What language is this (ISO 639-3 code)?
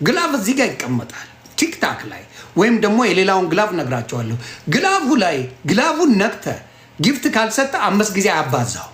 amh